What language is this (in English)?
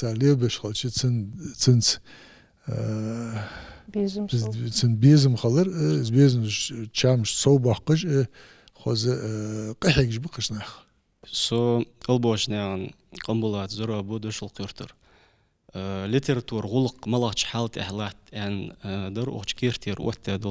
Ingush